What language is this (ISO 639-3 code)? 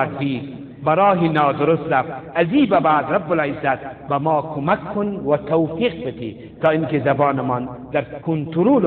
fas